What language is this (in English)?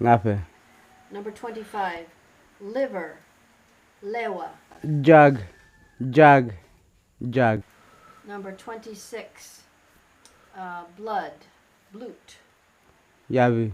Kamasau